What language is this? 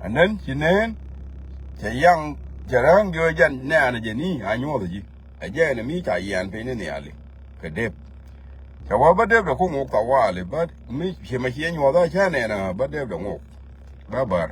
Nuer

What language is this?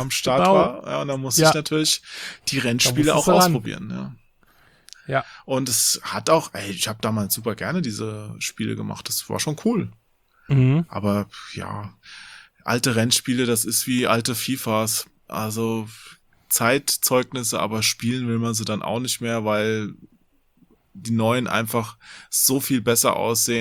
German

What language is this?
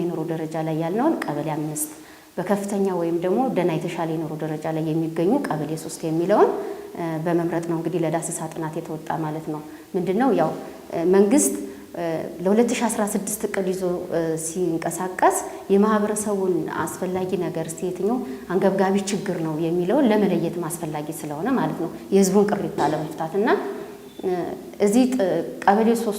Amharic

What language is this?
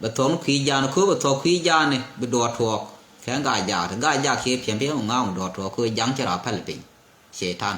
Nuer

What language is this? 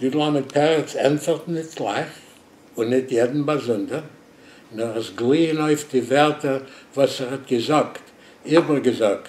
Yiddish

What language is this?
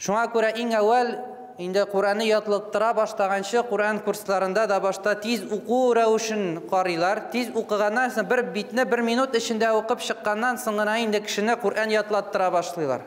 Tatar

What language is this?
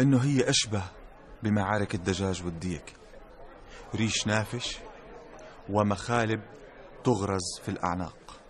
North Levantine Arabic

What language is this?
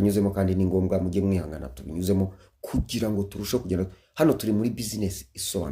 Kinyarwanda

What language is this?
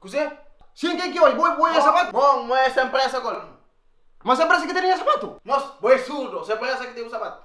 Kabuverdianu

